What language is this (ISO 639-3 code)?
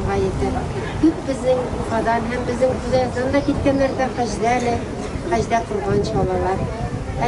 tat